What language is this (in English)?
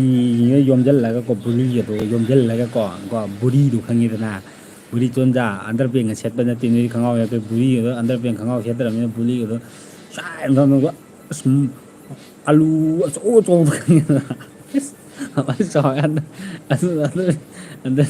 Manipuri